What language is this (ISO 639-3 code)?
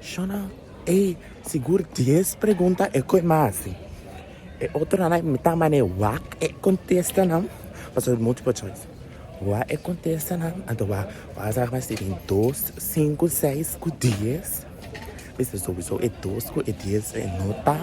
pap